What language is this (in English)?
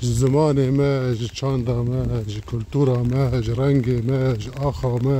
Kurdish